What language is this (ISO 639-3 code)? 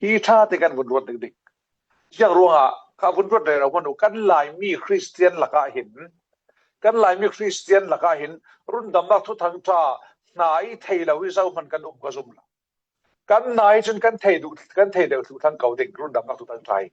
cfm